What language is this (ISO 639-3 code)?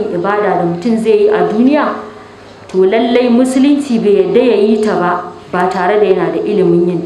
hau